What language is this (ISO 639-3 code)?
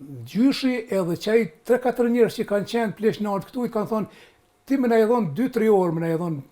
sqi